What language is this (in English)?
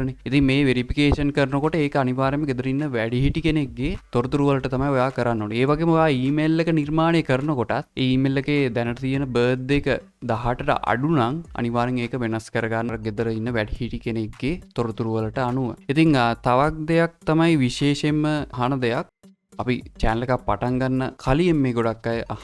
Sinhala